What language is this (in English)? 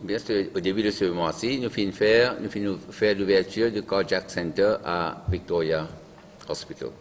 Morisyen